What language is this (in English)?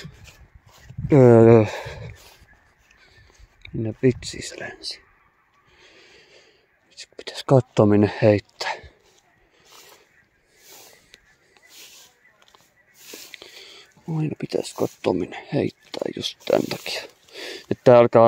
Finnish